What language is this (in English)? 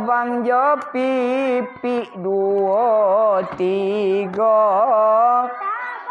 Minangkabau